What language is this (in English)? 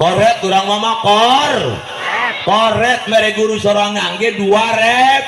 Sundanese